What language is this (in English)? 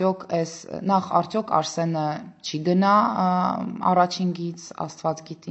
Armenian